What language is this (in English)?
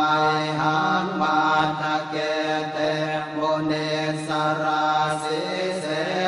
Pali